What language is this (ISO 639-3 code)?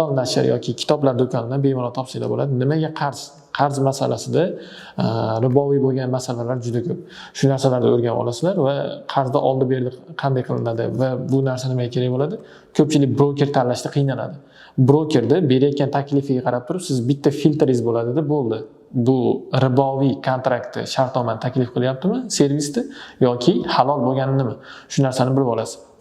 uzb